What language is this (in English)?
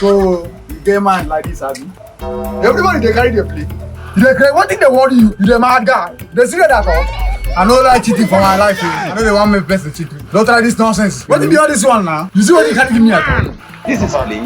Nigerian Pidgin